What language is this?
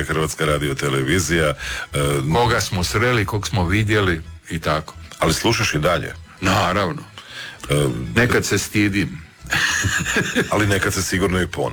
Croatian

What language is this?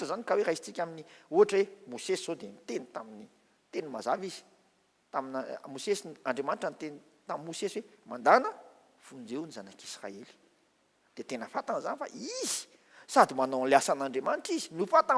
Malagasy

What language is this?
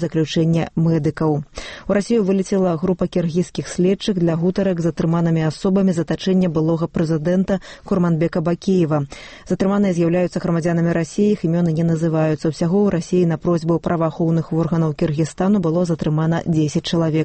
Belarusian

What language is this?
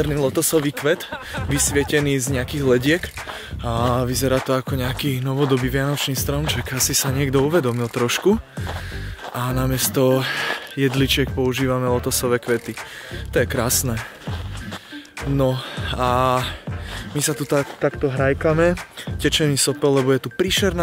Slovak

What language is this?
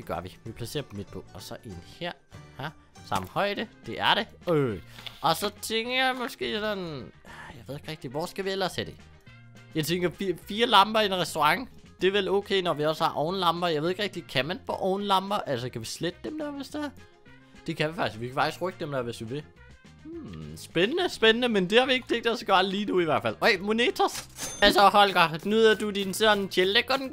Danish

